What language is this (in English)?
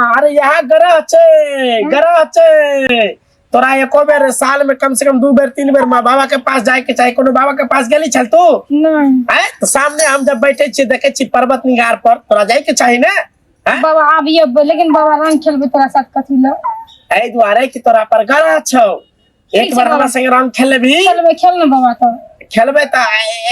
Maithili